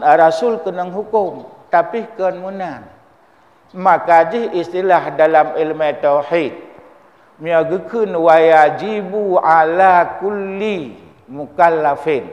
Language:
Achinese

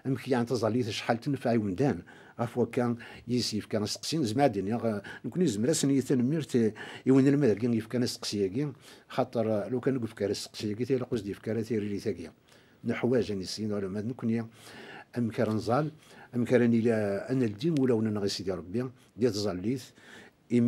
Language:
Kabyle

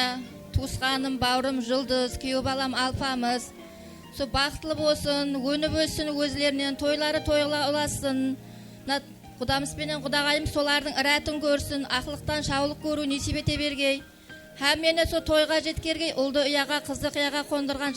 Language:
Kara-Kalpak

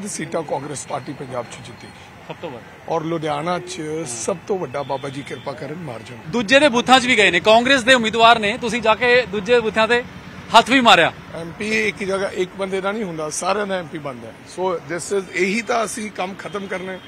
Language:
Punjabi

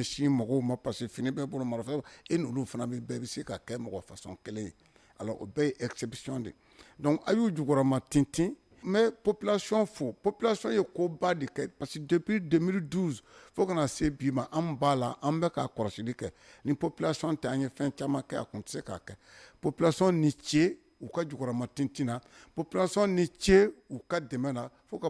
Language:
Bambara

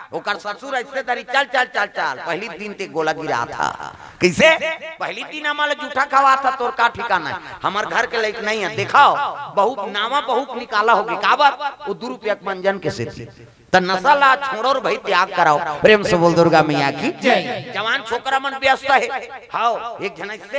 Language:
Chhattisgarhi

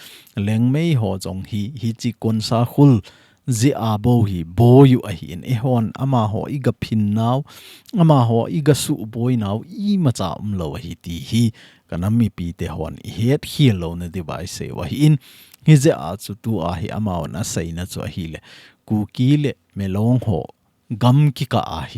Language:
Thado Chin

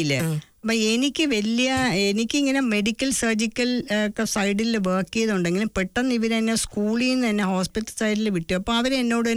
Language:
Malayalam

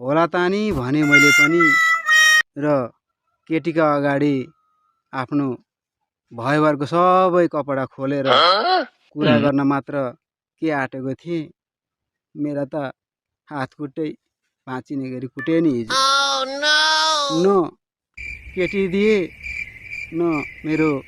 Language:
Nepali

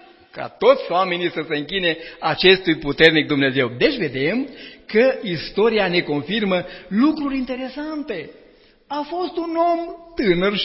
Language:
Romanian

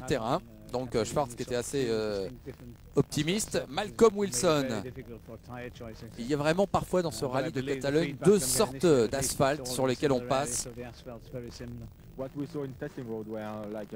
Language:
French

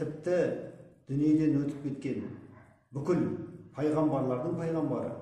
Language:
Kazakh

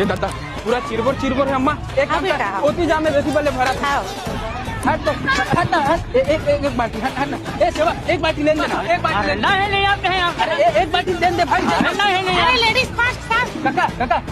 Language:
Chhattisgarhi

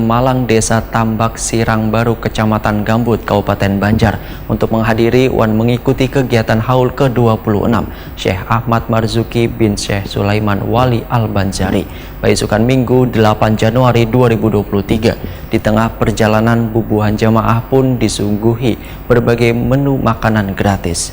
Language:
Banjar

